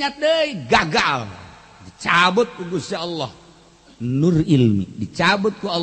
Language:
Sundanese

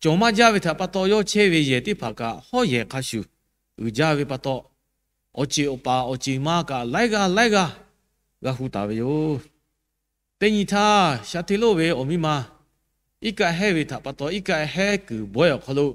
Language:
Lahu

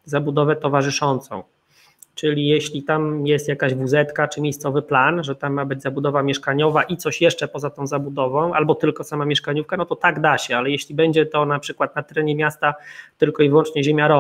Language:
Polish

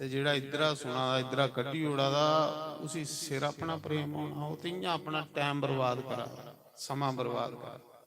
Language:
Dogri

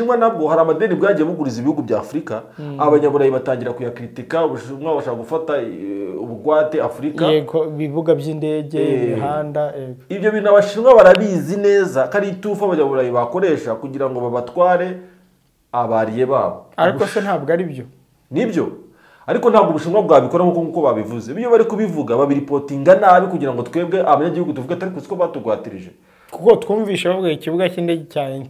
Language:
Kinyarwanda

